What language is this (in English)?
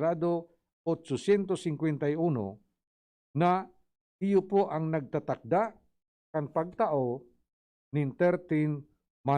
Bikol